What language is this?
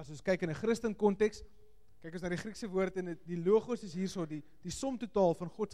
Afrikaans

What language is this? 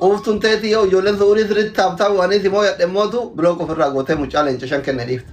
Oromo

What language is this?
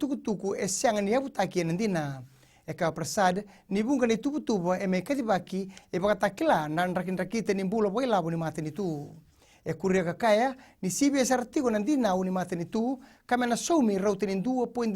Fijian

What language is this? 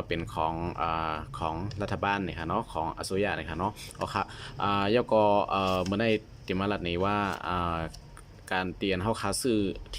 Shan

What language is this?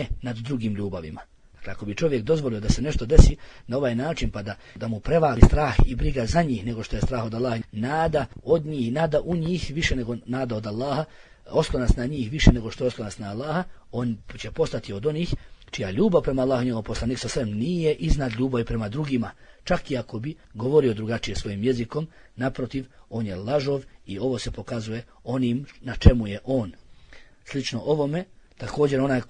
Bosnian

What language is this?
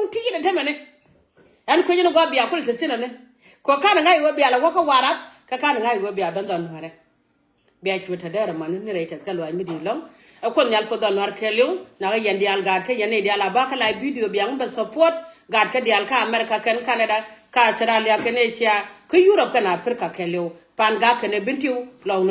Nuer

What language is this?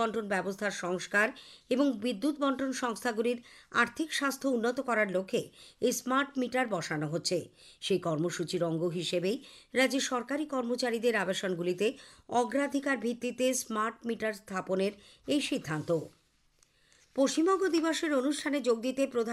Bangla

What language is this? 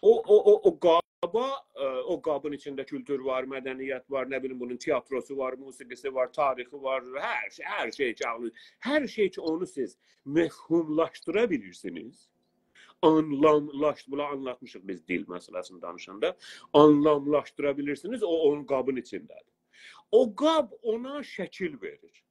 South Azerbaijani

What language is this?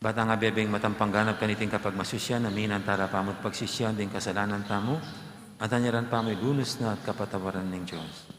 Pampanga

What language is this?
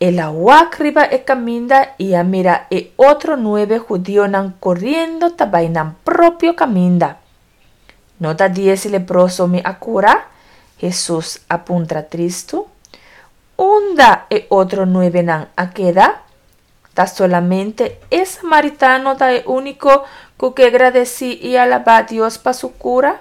Papiamento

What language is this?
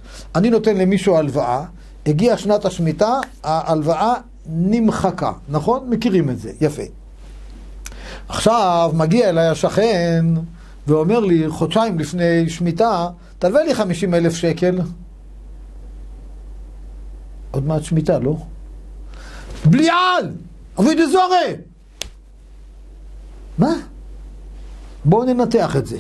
Hebrew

